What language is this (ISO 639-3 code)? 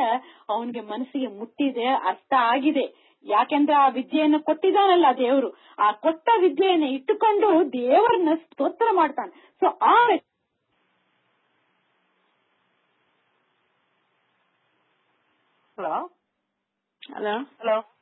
kan